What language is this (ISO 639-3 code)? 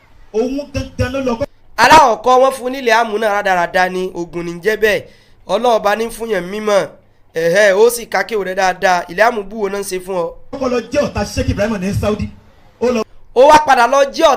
yor